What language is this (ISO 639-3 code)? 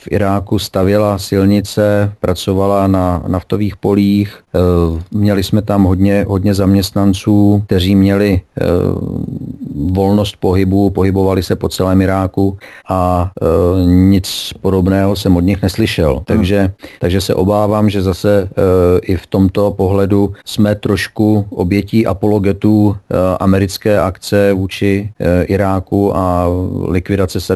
ces